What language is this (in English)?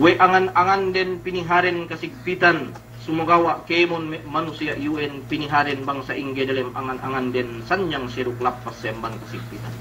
Yakan